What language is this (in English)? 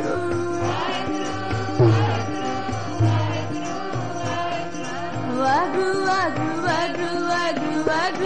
Punjabi